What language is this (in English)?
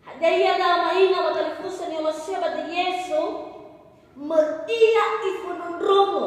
Nias